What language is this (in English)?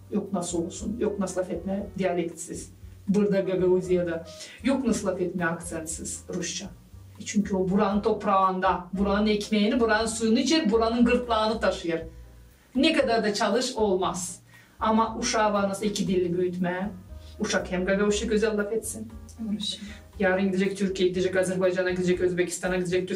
Gagauz